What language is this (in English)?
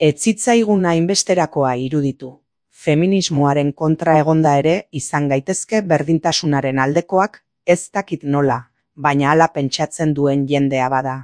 Basque